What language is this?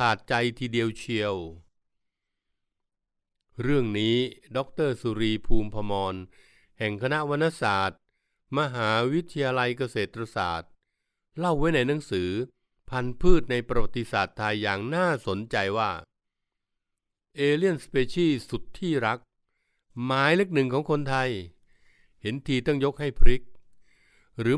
Thai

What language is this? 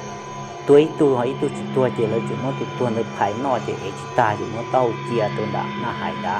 Hmong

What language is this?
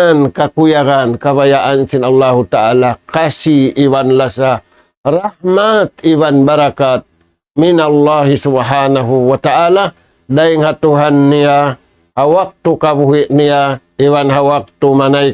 Tausug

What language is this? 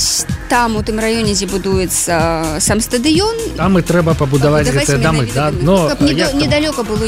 Belarusian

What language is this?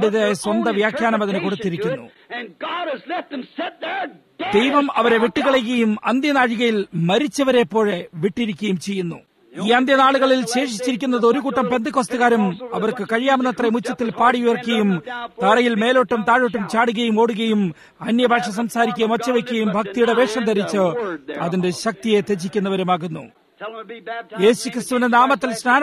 Malayalam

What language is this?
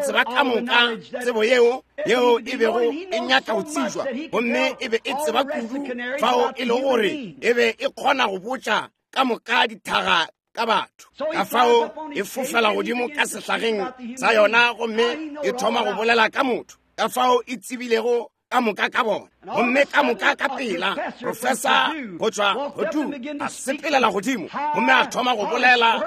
Northern Sotho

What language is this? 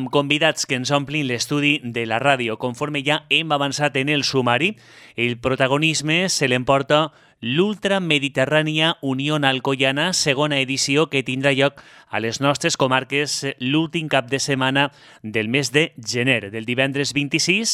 Catalan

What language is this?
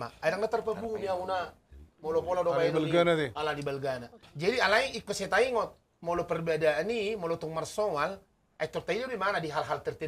Batak Toba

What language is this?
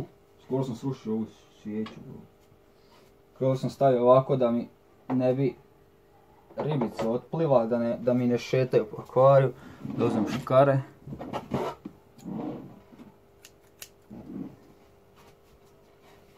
Croatian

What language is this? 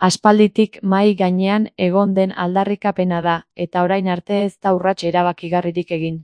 Basque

